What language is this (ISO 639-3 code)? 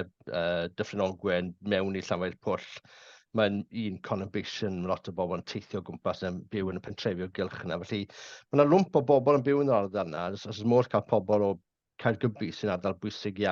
cym